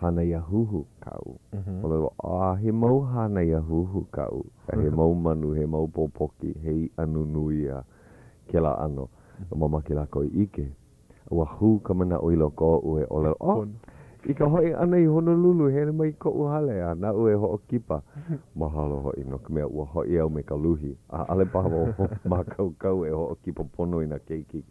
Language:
Hawaiian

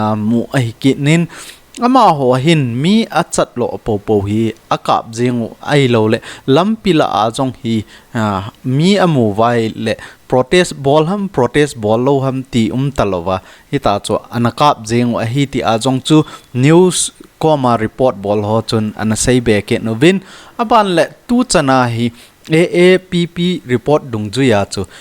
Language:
Thado Chin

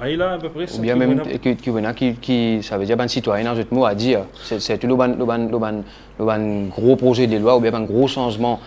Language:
Morisyen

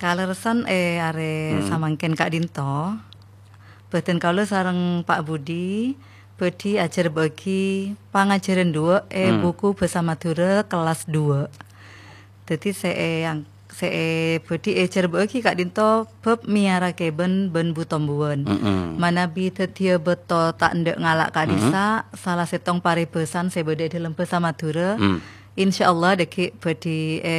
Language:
Madurese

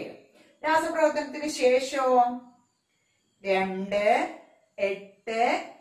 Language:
Malayalam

